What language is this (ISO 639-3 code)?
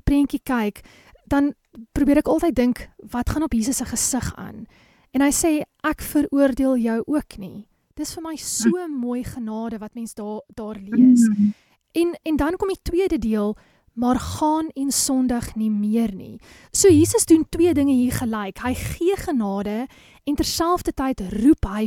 afr